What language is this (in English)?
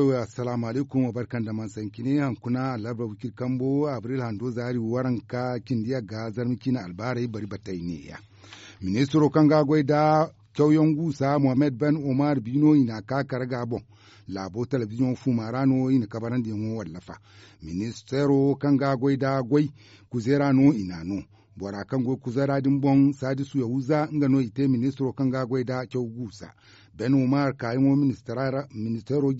Zarma